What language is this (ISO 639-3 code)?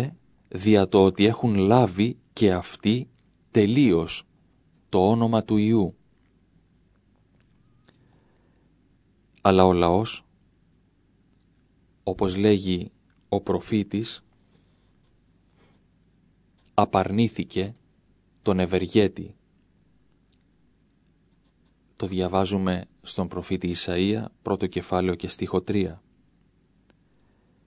ell